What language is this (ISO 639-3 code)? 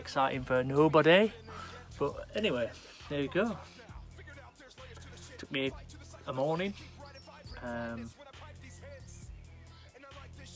eng